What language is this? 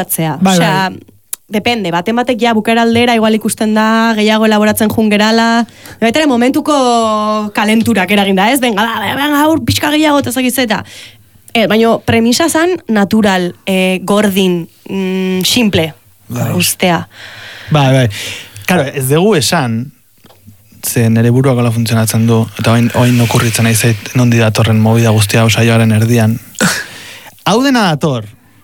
Basque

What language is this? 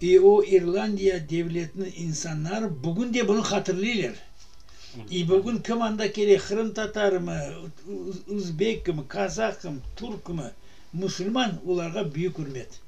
Crimean Tatar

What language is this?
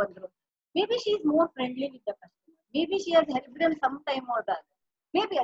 Kannada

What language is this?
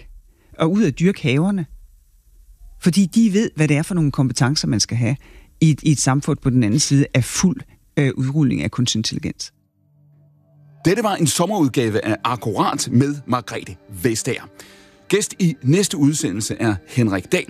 Danish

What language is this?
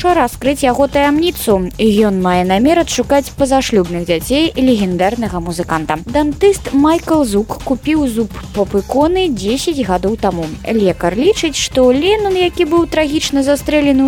Belarusian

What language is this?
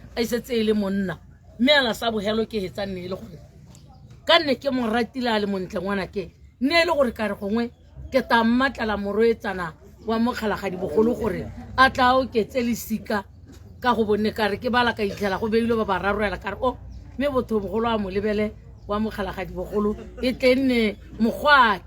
Tswana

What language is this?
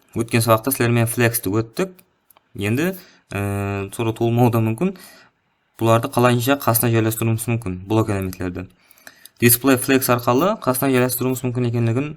Kara-Kalpak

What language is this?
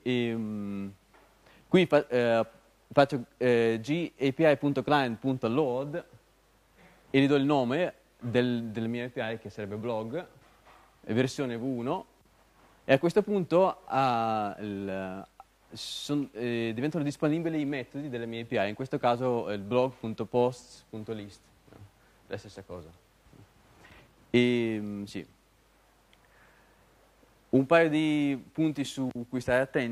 Italian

